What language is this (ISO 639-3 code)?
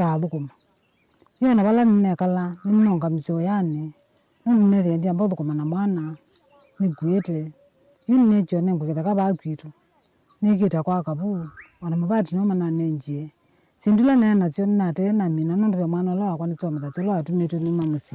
kam